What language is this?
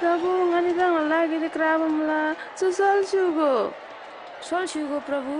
Eastern Tamang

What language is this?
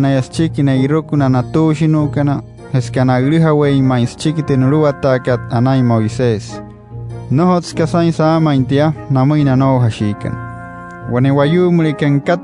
Wayuu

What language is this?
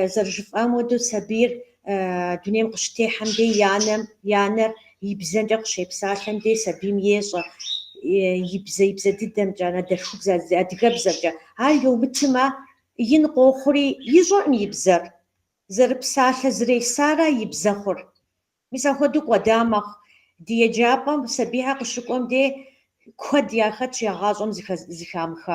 Kabardian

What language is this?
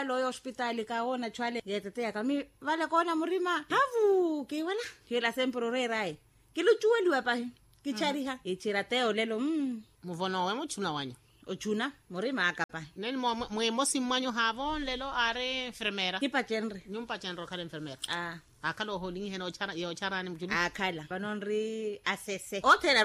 Makhuwa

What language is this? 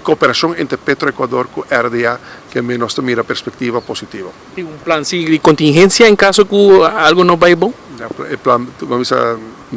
Papiamento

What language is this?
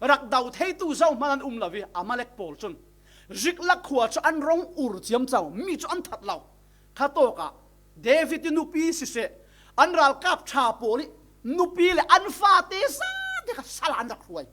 Falam Chin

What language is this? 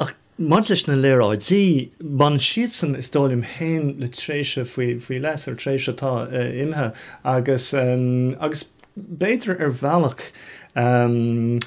Irish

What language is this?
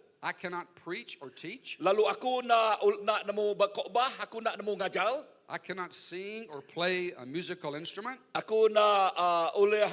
Iban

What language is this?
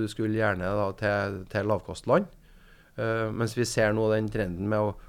Norwegian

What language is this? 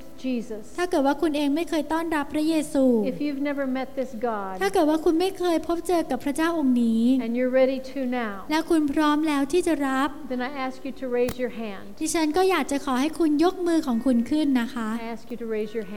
Thai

